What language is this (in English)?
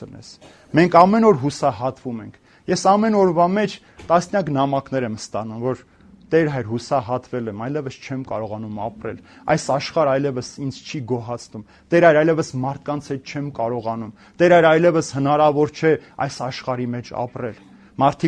Armenian